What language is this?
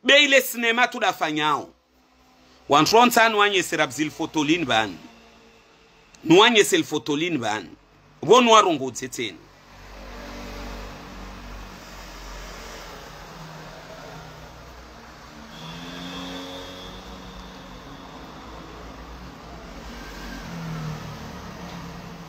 Swahili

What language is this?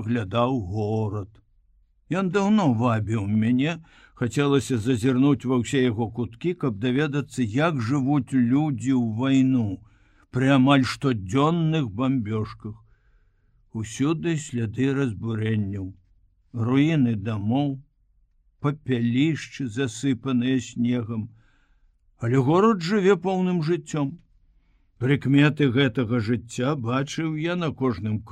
Belarusian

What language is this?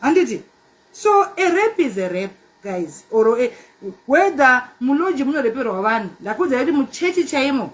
Shona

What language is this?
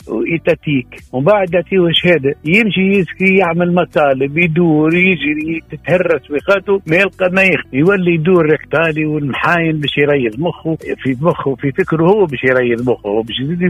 Tunisian Arabic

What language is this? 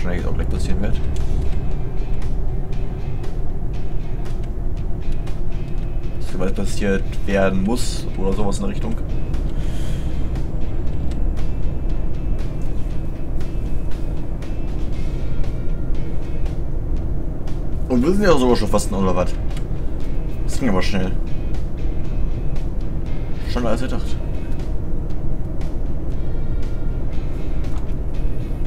German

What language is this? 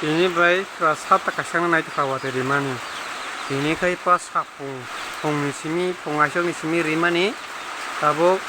Kok Borok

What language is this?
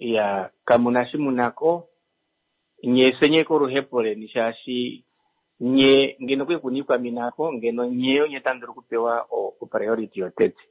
Kuanyama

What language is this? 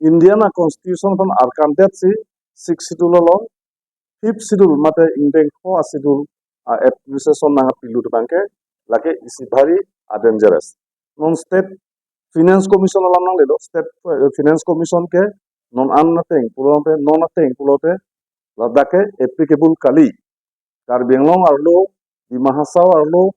Karbi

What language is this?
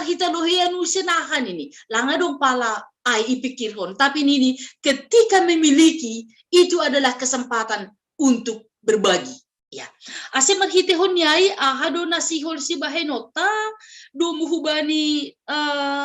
Batak Simalungun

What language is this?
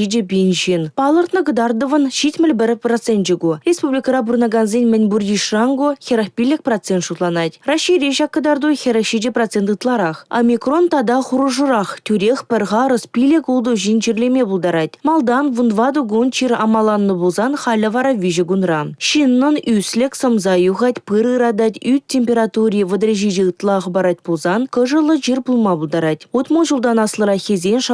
Chuvash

